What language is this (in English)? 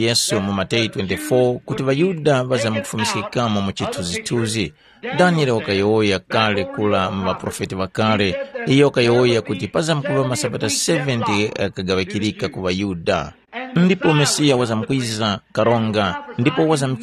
Tumbuka